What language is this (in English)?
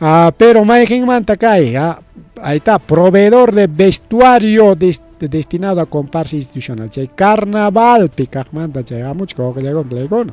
Ayacucho Quechua